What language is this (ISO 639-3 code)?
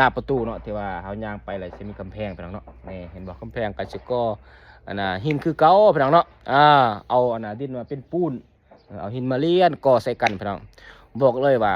lao